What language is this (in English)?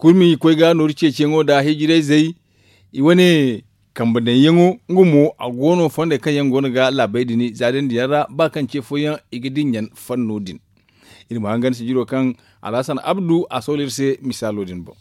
Zarma